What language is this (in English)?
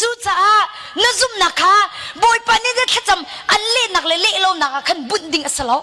Hakha Chin